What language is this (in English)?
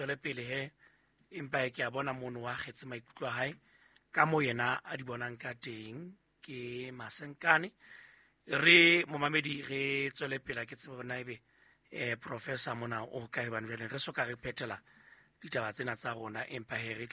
Southern Sotho